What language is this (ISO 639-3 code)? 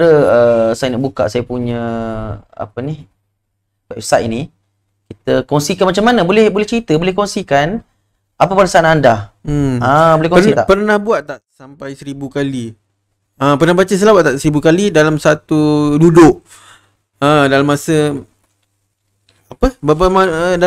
msa